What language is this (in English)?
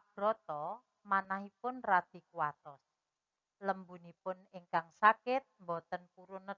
Javanese